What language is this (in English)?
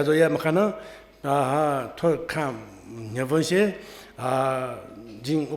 Newari